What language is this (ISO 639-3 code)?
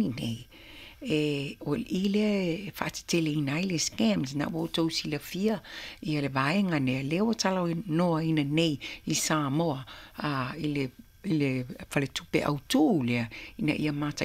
smo